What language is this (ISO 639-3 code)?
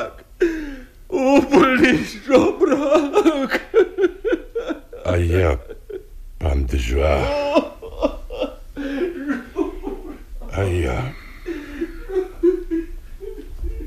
slk